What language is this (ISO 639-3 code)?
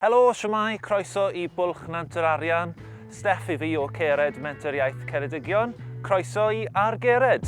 cym